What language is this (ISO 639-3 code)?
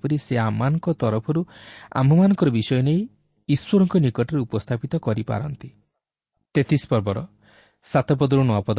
ori